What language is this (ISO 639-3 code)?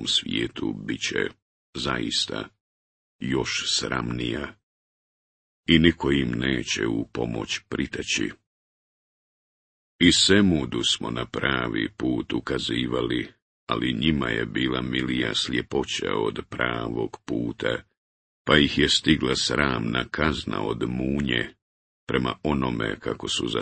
bos